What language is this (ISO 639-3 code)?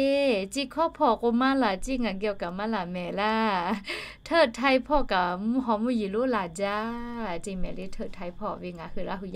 lhu